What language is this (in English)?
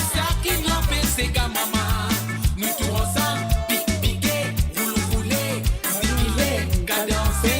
Morisyen